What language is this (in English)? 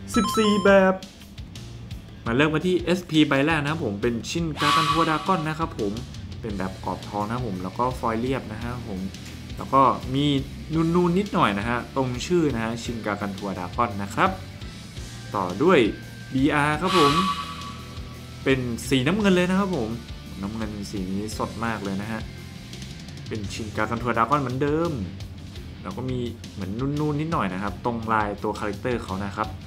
Thai